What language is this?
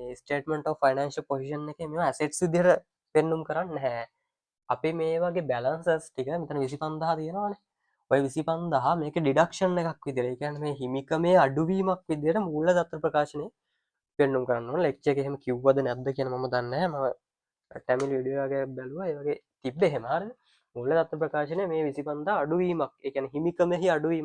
Sinhala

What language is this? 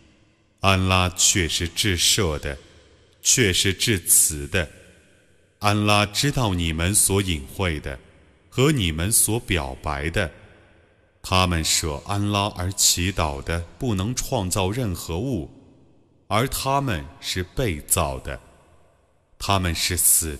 Chinese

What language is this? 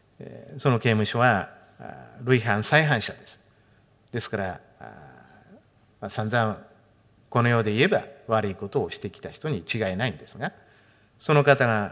Japanese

